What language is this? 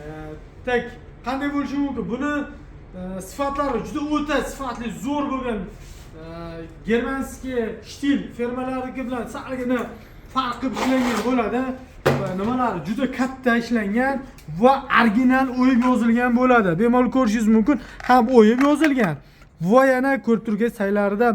Uzbek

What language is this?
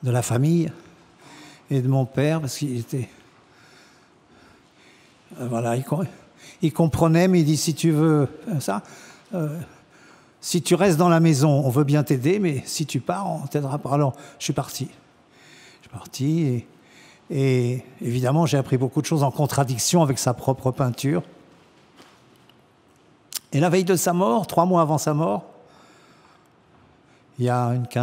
French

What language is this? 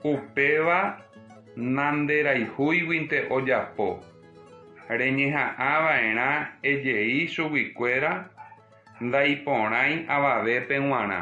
Guarani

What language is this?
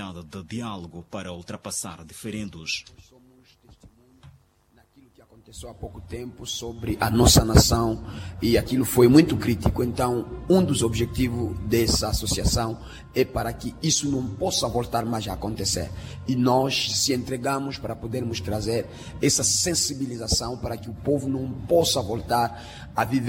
Portuguese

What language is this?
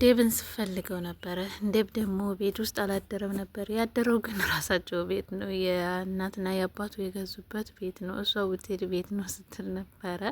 Amharic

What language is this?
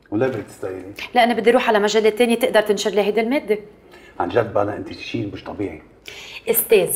North Levantine Arabic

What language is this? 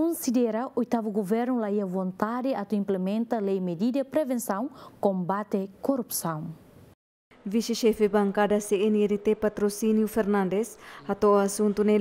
Tetum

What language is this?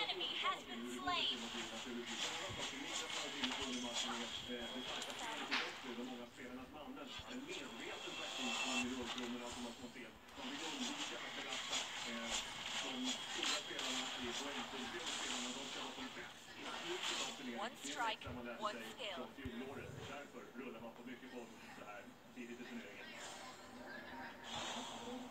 Swedish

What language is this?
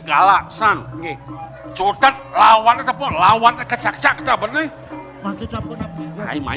Balinese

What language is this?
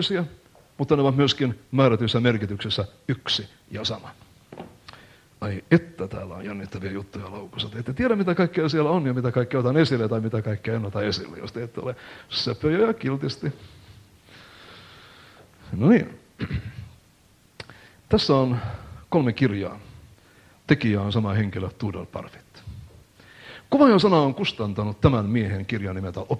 Finnish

